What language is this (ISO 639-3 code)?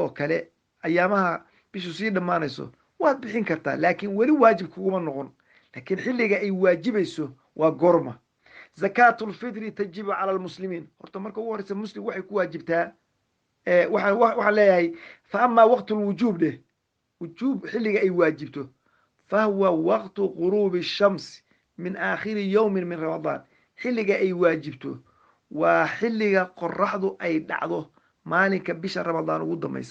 som